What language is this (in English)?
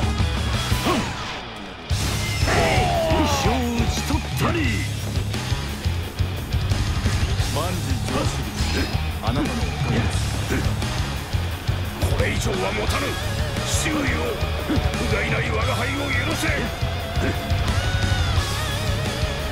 Japanese